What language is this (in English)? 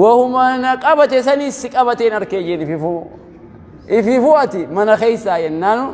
Oromo